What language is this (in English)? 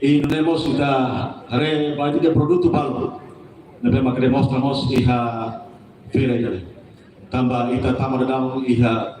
Tetum